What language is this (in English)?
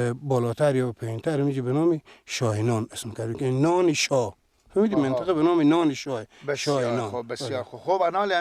Persian